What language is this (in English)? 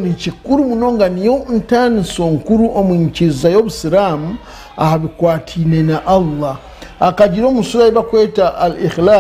Nyankole